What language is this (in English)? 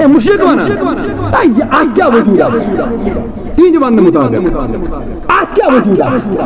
Kashmiri